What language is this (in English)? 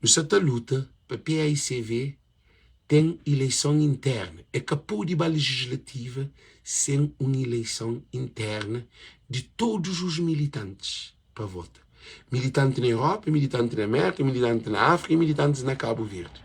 Kabuverdianu